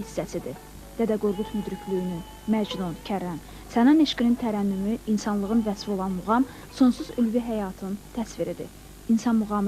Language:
Azerbaijani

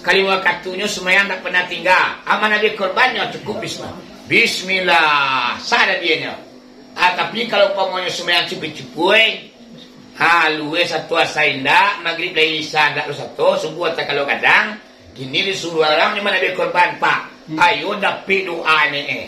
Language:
Minangkabau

